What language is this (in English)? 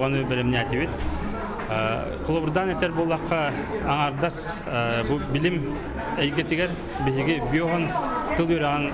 Yakut